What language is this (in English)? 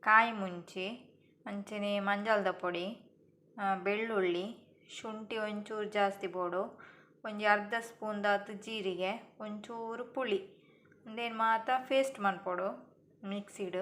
Tulu